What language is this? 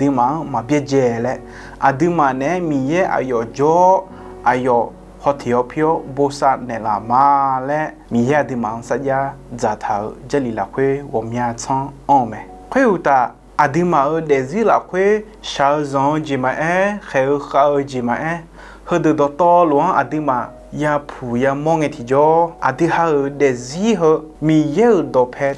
Akha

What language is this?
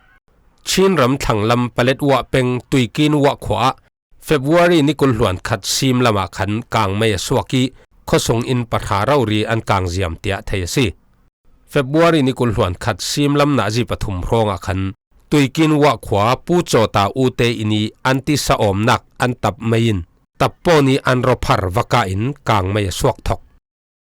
Falam Chin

